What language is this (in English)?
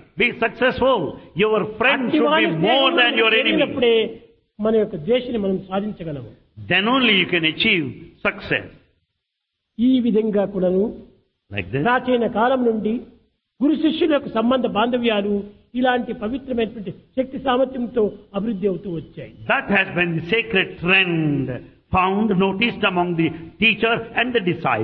Telugu